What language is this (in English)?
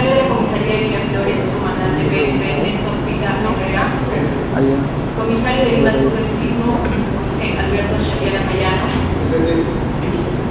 Spanish